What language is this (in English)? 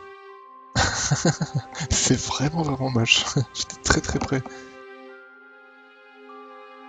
French